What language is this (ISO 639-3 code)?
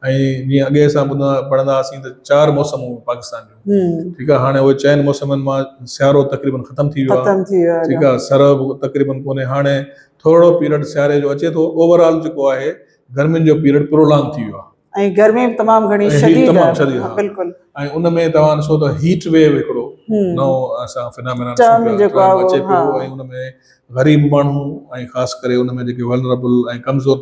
snd